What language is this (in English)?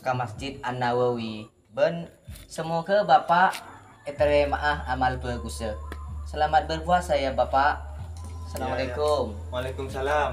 Madurese